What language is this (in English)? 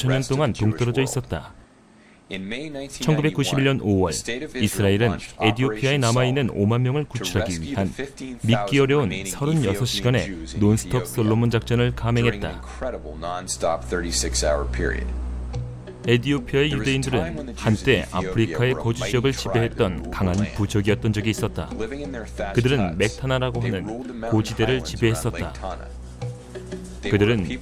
Korean